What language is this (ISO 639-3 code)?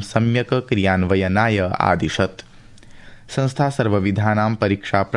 san